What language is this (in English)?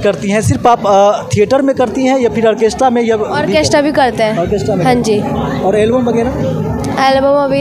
Hindi